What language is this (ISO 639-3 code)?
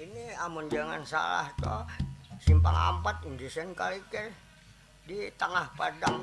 bjn